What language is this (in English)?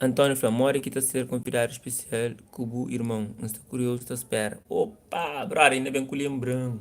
Kabuverdianu